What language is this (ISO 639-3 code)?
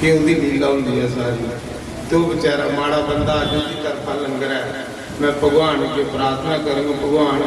doi